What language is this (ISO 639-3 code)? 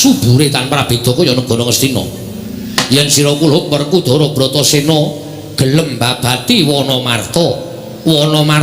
jav